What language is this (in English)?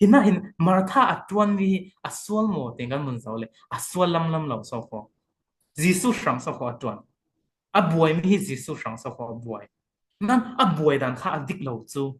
Falam Chin